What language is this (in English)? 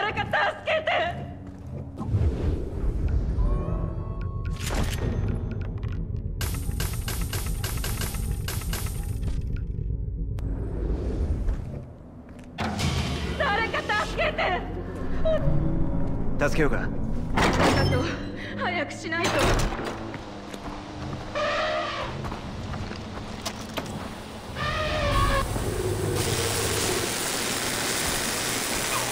Japanese